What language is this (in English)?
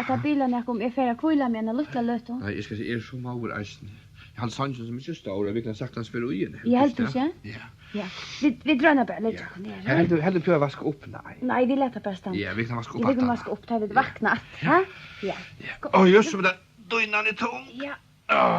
Faroese